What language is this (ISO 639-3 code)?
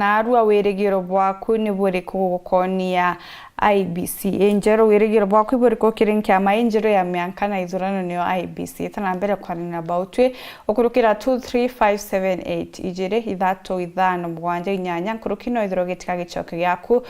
mer